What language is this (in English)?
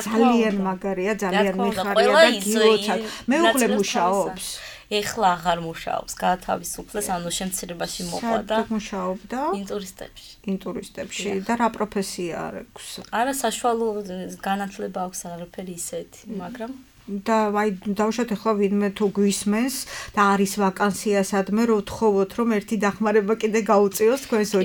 Georgian